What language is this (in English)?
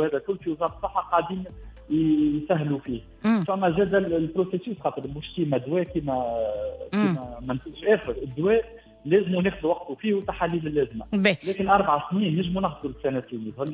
Tunisian Arabic